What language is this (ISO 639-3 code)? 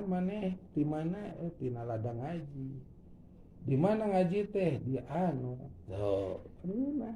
sun